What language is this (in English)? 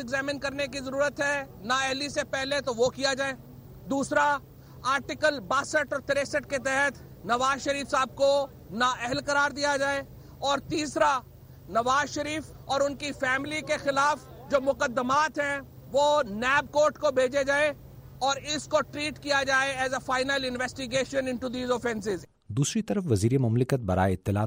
Urdu